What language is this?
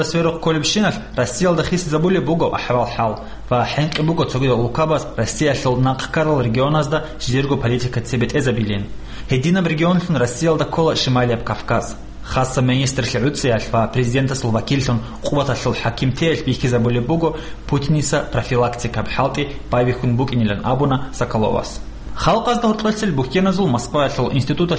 Avaric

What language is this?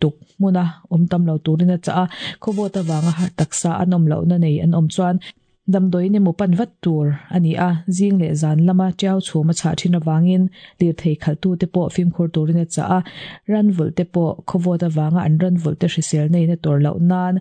Mizo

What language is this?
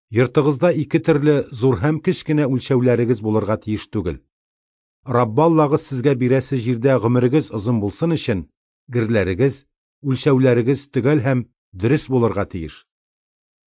Tatar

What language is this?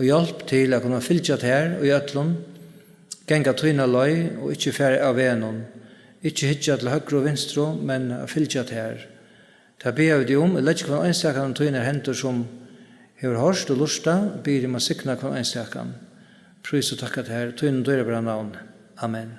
Faroese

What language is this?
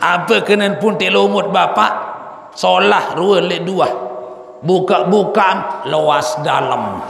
Sasak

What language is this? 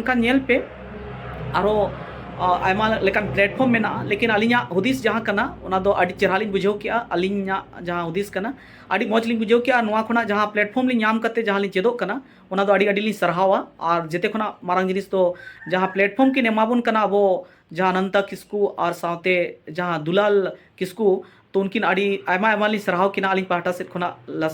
Santali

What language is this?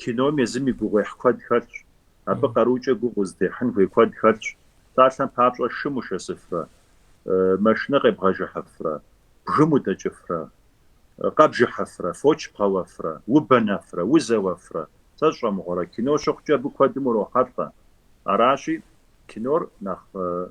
Kabardian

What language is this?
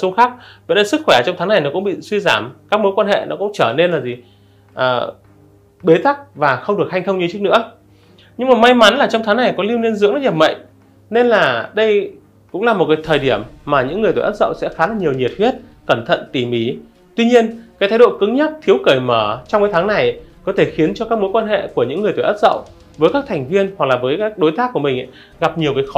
Vietnamese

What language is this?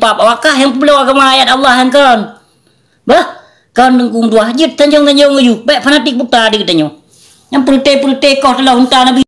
Achinese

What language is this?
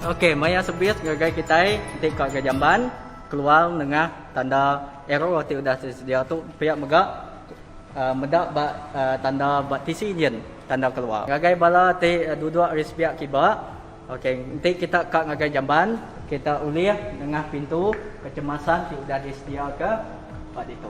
Iban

